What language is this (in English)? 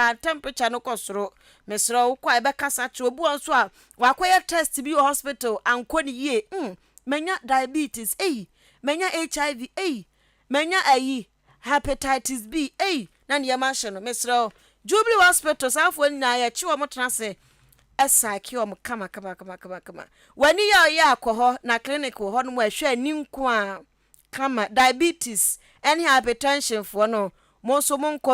Akan